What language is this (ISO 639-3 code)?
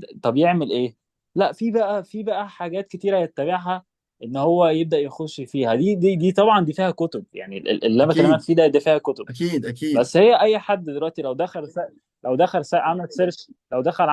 arz